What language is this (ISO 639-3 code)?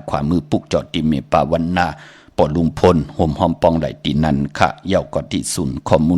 shn